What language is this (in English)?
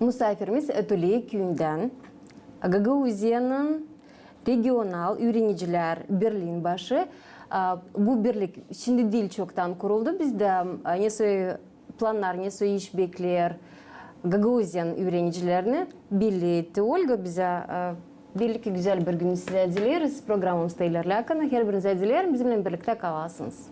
Gagauz